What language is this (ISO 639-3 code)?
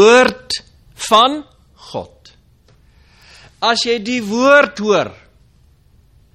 afr